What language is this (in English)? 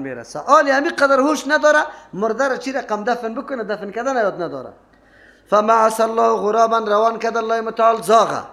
Persian